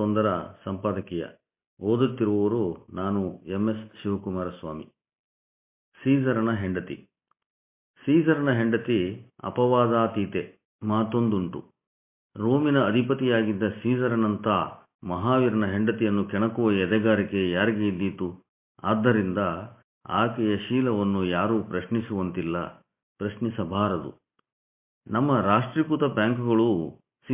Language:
Kannada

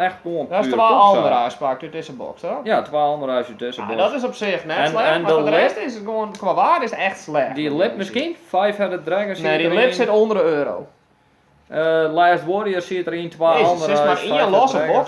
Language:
Western Frisian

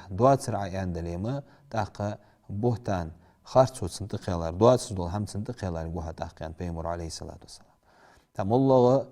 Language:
Ingush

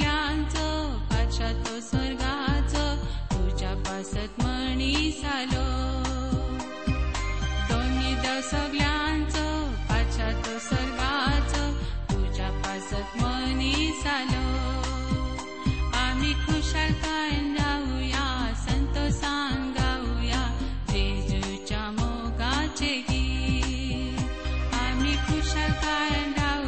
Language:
Konkani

